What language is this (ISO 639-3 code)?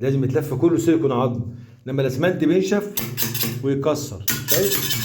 arz